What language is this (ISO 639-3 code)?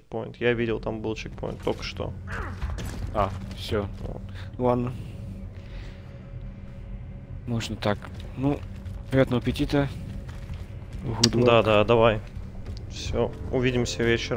rus